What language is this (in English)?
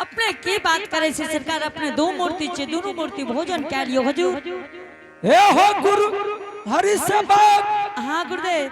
Angika